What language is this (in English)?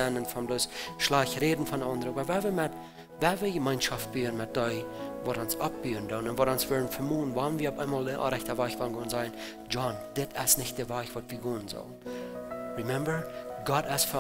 Plautdietsch